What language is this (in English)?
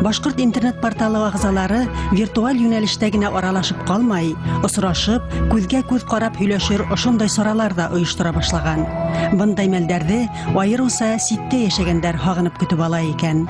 Bashkir